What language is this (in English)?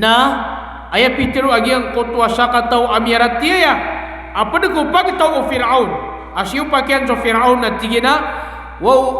Maranao